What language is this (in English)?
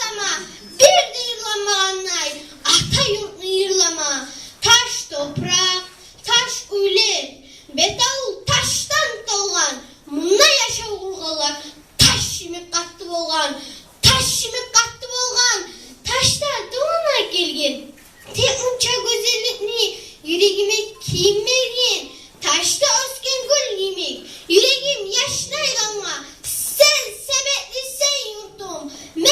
Kumyk